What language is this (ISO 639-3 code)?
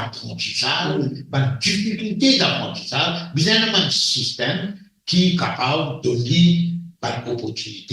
mfe